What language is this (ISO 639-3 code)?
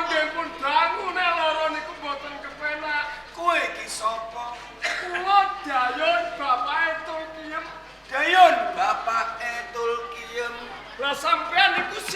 jav